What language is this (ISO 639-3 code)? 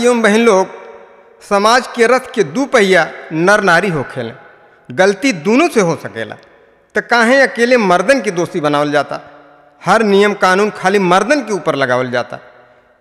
bho